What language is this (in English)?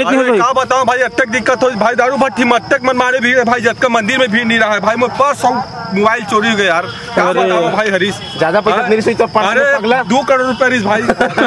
Chhattisgarhi